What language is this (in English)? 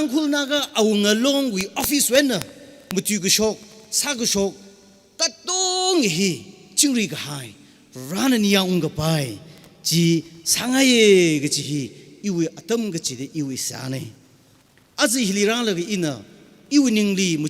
Tangkhul Naga (India)